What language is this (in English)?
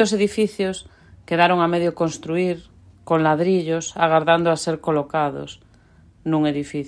Galician